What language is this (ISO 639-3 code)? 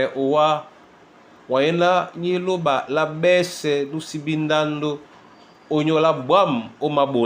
dua